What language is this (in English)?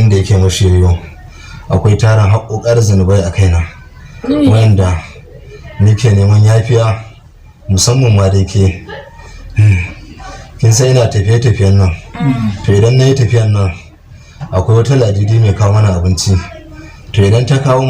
Hausa